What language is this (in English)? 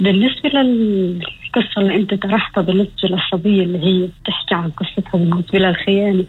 North Levantine Arabic